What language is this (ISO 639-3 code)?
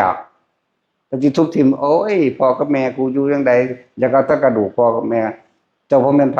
tts